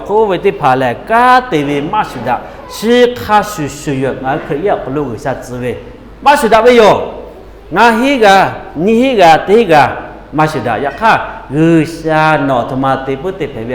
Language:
Lahu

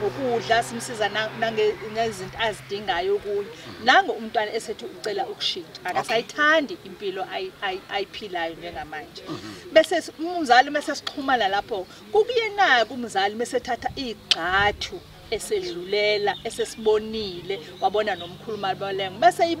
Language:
Zulu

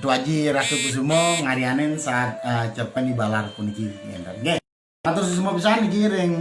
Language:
Balinese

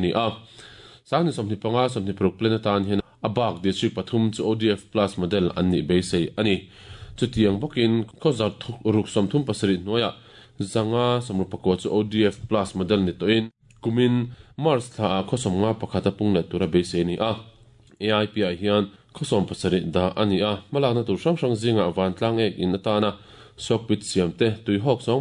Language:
Mizo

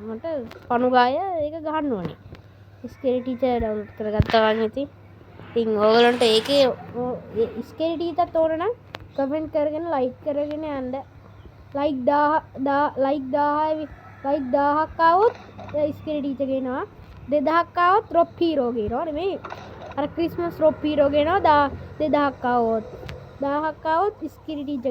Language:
Sinhala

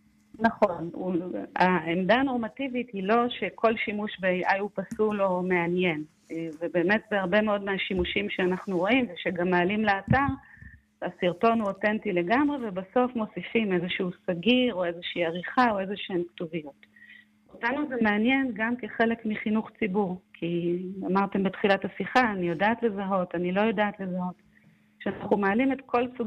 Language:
Hebrew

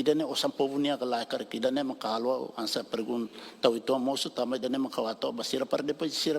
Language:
Tetum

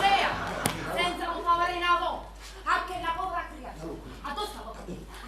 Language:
Neapolitan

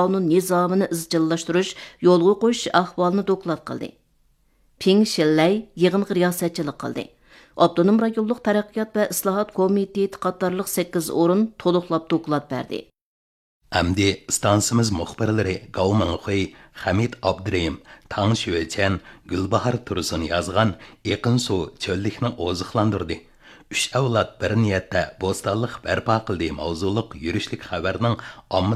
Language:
Uyghur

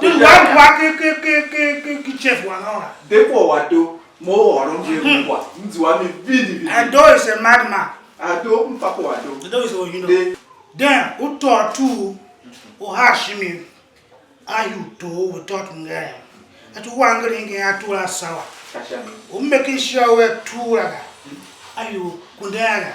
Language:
Tiv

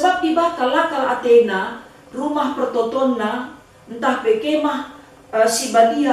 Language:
Batak Karo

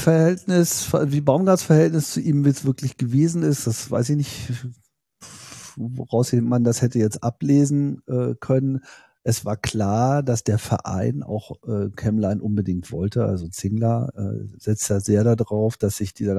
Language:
German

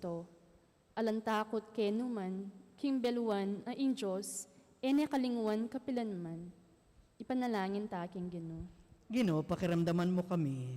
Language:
Pampanga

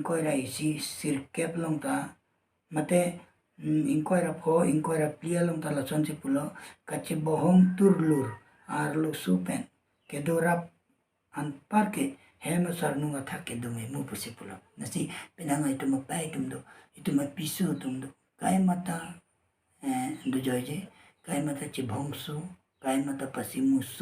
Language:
Karbi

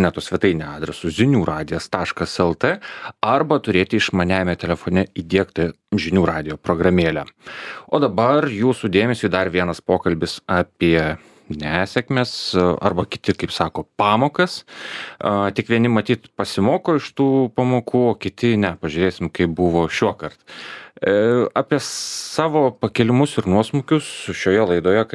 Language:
Lithuanian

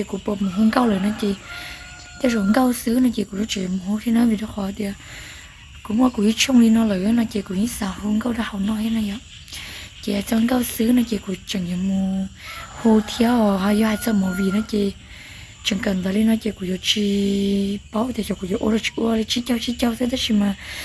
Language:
Hmong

